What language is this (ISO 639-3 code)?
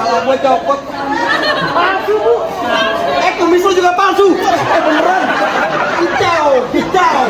bew